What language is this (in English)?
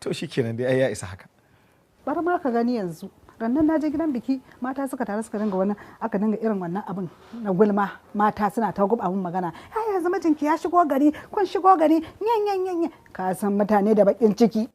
Hausa